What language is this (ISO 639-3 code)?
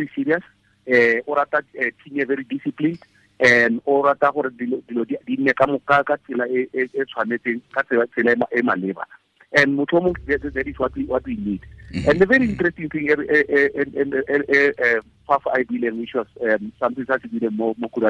tsn